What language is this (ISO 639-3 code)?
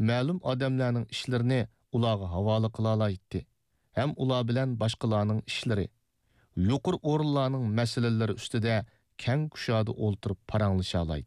uig